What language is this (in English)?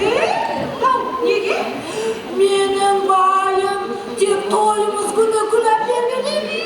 Kara-Kalpak